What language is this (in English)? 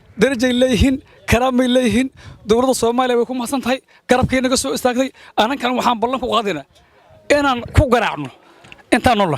Somali